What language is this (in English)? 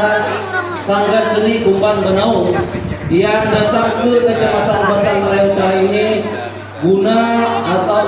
Banjar